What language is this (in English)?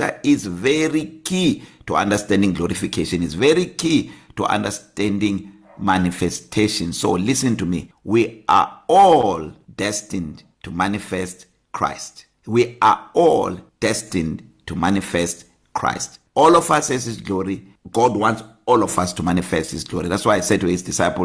English